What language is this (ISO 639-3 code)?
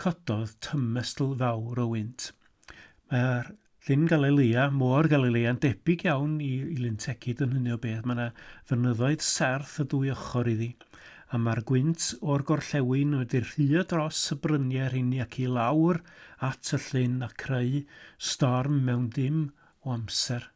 cym